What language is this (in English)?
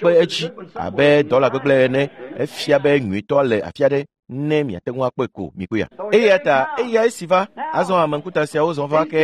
Ewe